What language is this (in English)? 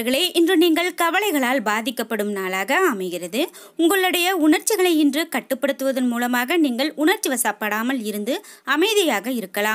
Tamil